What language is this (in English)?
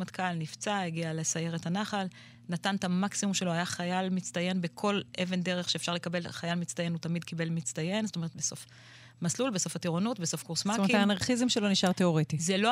Hebrew